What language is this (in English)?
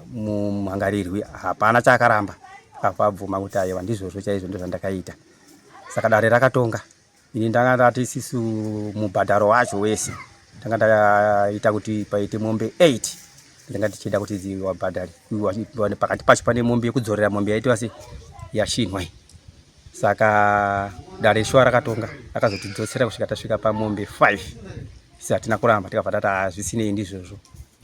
Shona